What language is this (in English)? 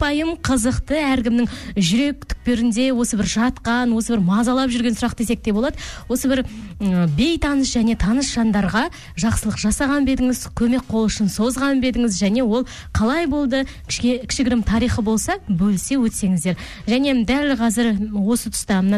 Kazakh